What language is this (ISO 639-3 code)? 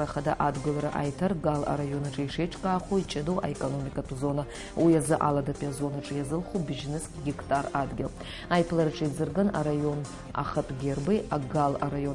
abk